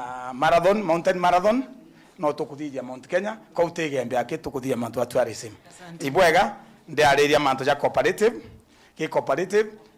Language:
Meru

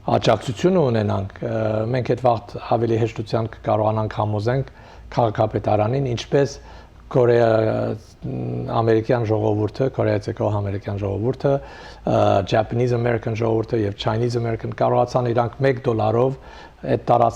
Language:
Western Armenian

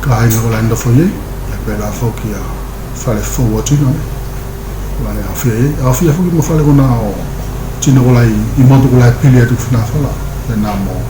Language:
Tuvalu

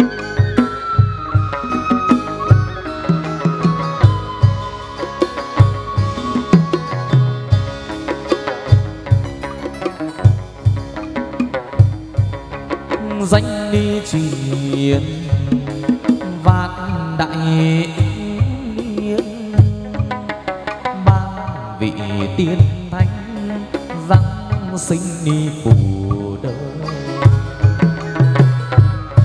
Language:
Vietnamese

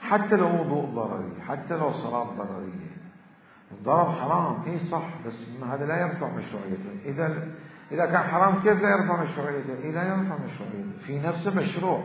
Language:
Mesopotamian Arabic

